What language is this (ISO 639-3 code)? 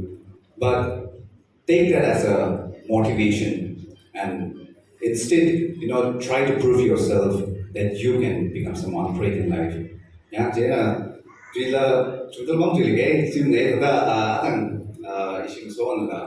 nmf